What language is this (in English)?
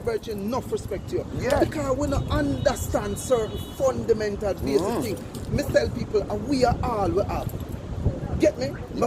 Jamaican Creole English